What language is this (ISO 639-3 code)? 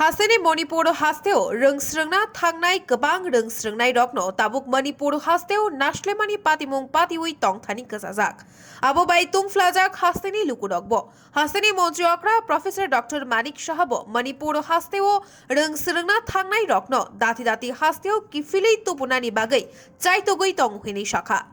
trp